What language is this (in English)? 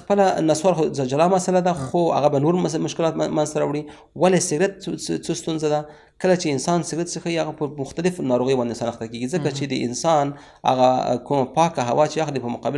Pashto